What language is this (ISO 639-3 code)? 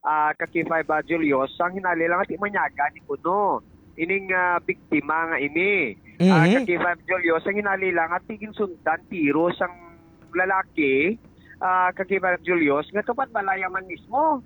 hil